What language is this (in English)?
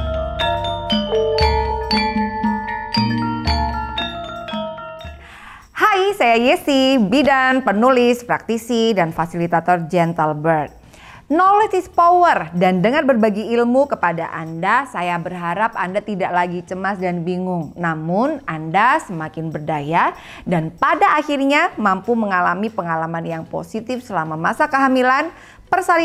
Indonesian